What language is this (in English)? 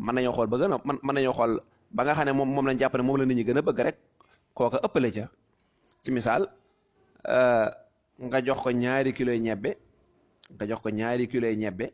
Wolof